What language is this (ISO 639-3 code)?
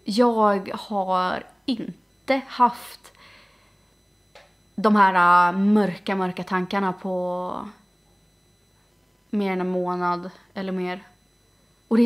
swe